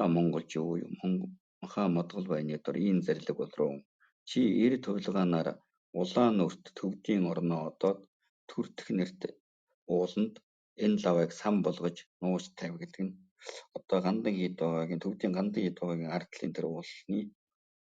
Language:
Mongolian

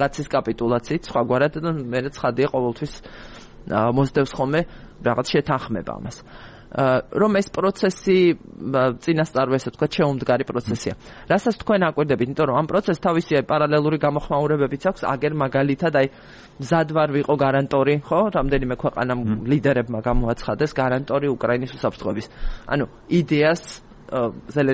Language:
Georgian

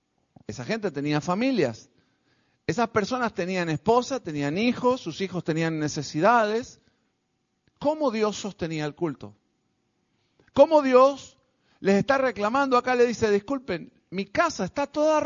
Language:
Spanish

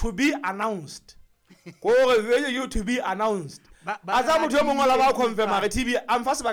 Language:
Southern Sotho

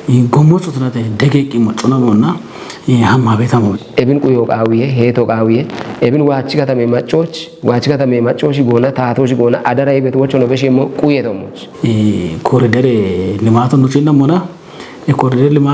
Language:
Kafa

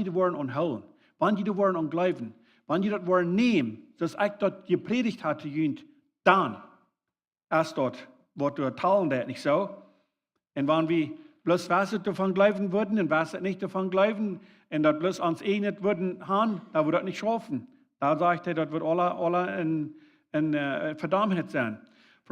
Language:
Plautdietsch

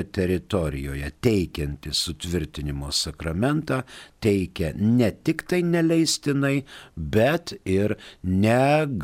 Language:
Lithuanian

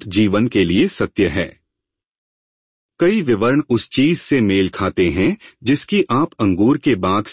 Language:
Hindi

